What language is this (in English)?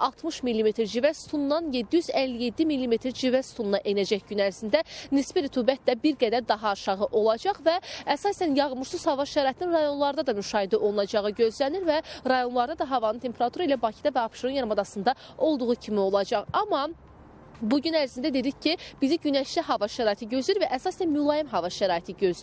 Azerbaijani